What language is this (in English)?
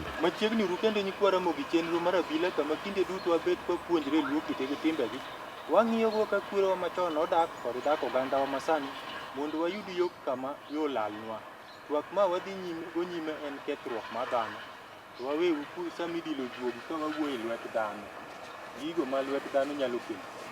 Luo (Kenya and Tanzania)